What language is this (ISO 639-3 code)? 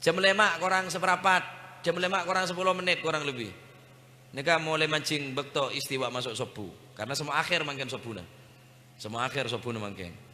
mad